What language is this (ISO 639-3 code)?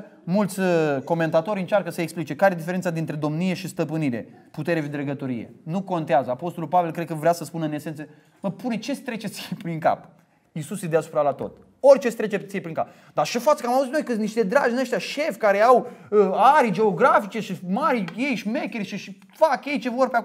ron